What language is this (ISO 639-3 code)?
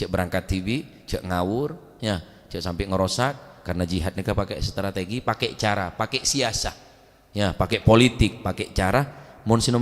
mad